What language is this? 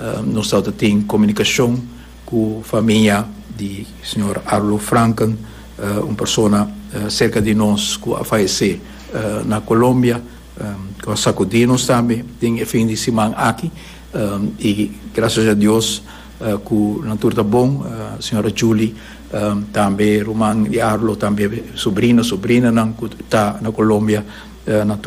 Papiamento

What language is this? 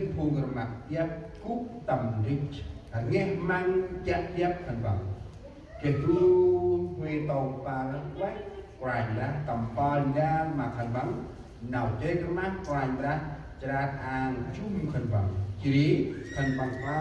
Central Mnong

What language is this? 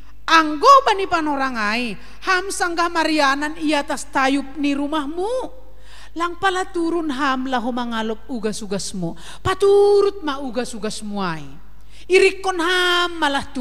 Batak Simalungun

